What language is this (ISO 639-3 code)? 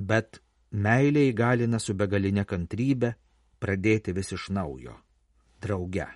lit